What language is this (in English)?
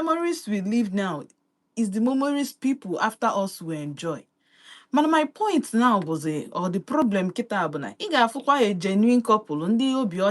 Igbo